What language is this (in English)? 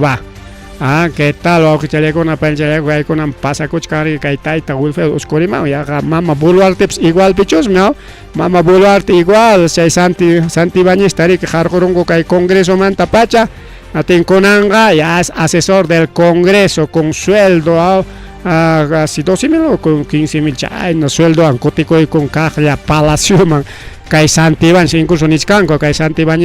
Ayacucho Quechua